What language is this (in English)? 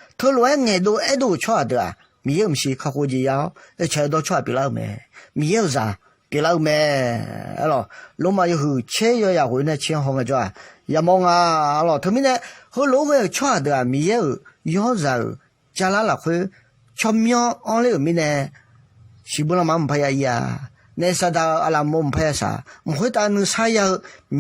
Akha